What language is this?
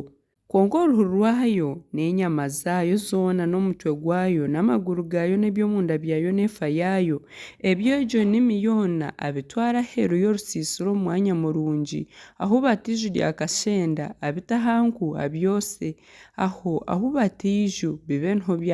Nyankole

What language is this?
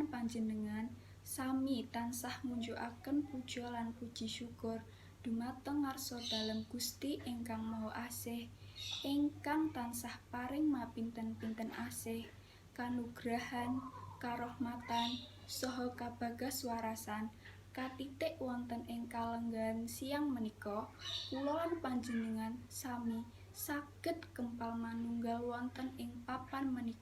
Javanese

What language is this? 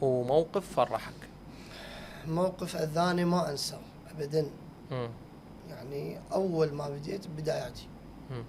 Mesopotamian Arabic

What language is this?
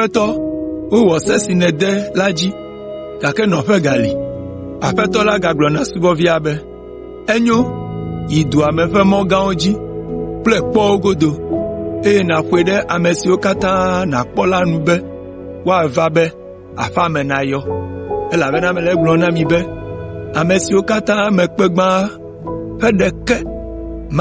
Ewe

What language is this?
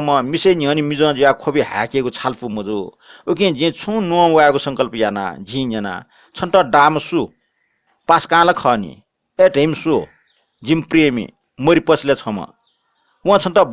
Newari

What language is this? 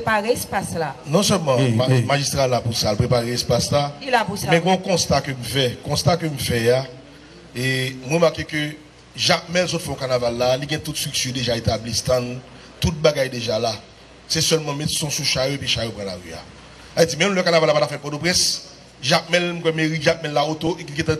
Haitian Creole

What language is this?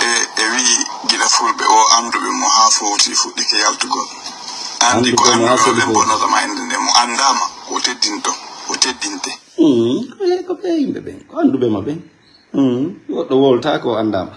Fula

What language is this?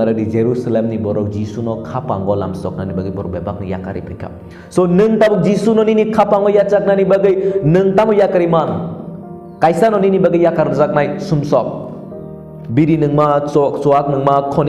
Kok Borok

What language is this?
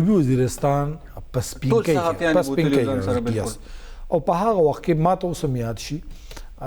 Pashto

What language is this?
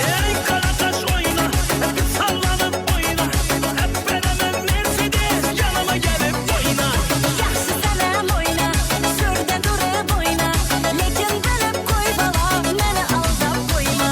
Kara-Kalpak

